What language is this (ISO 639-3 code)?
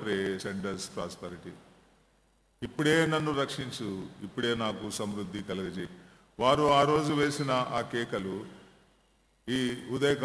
tel